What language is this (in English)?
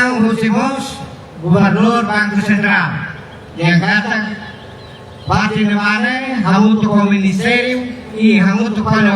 Tetum